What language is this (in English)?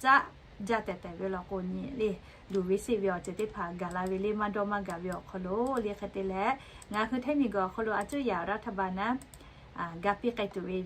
Lahu